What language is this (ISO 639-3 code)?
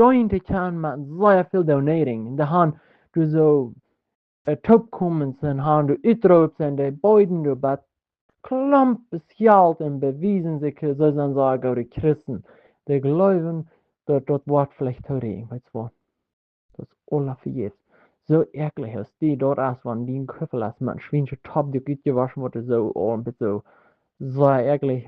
pdt